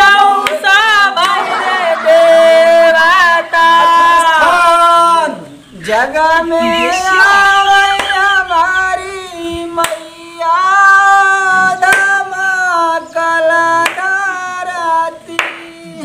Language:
Bhojpuri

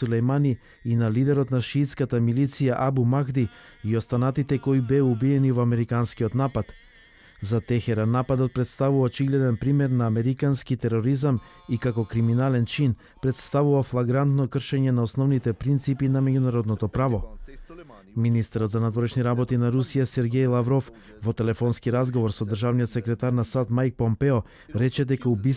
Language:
Macedonian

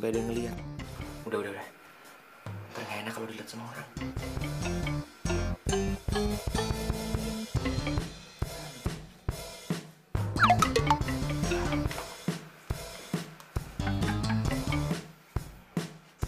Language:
Indonesian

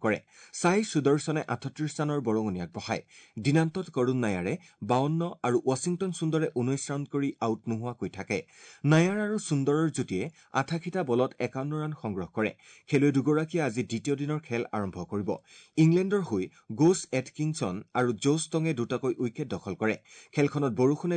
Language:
Assamese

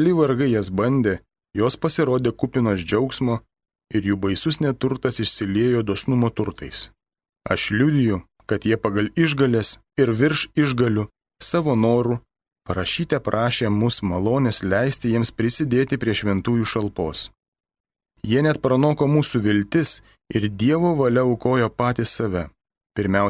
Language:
Lithuanian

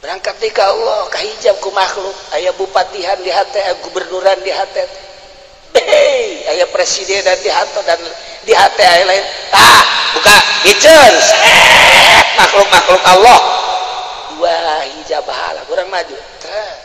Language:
Sundanese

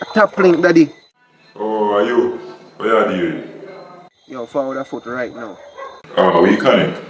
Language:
Jamaican Creole English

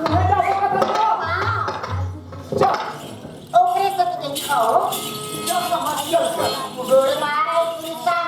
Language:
Chhattisgarhi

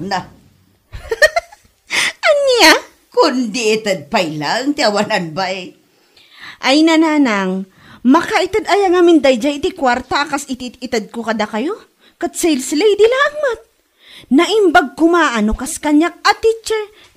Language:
Iloko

